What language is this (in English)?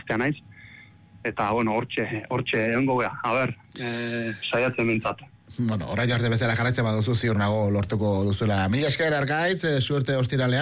Basque